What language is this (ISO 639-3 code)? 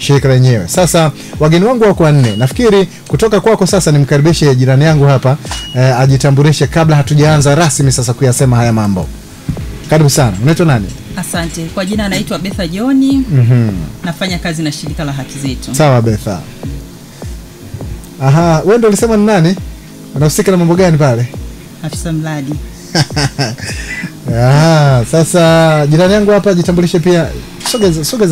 swa